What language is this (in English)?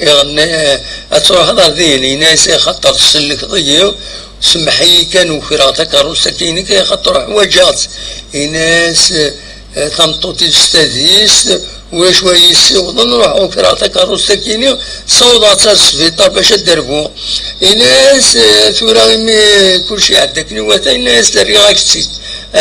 Kabyle